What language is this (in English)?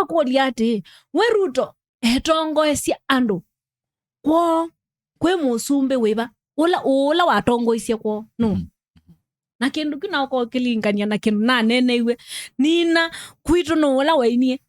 Kamba